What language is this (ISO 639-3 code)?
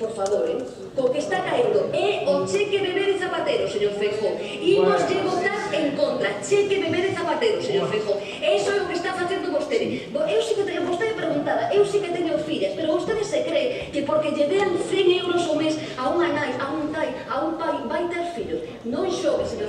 glg